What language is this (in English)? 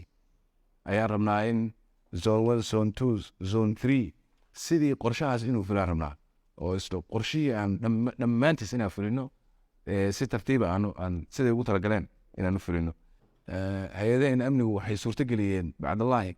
Somali